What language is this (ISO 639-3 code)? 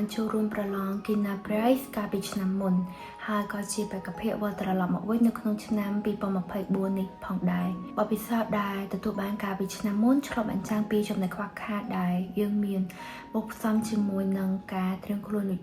khm